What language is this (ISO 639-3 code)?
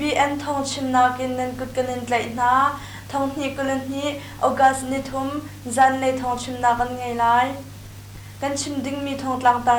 cnh